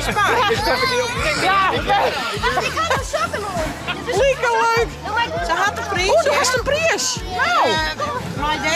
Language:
Western Frisian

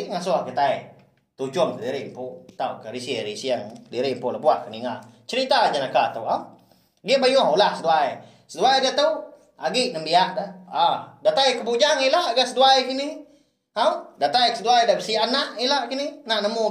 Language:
Iban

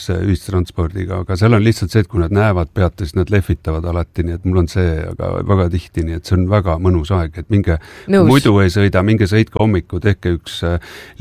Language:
Estonian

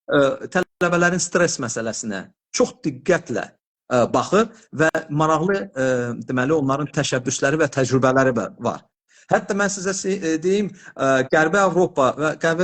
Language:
Azerbaijani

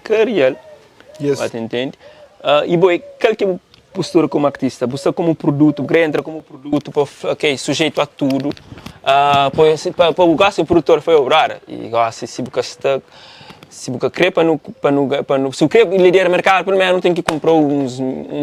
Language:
Kabuverdianu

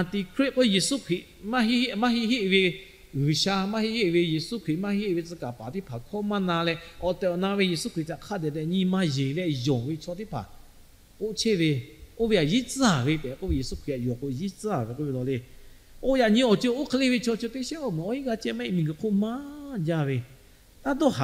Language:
Lahu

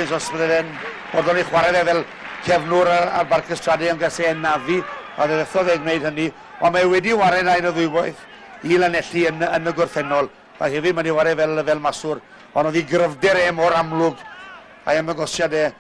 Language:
Welsh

